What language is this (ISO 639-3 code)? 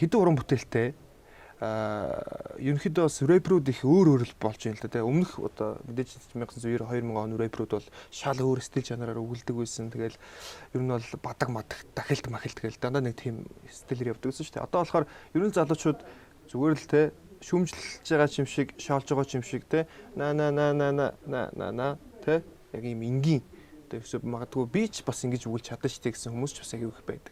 mon